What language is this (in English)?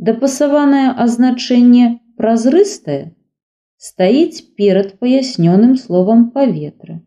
Belarusian